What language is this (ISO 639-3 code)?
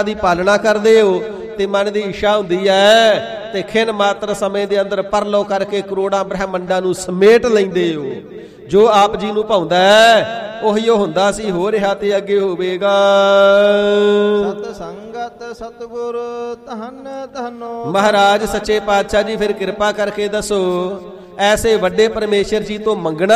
pan